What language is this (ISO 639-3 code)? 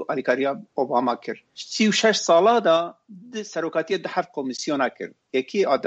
kur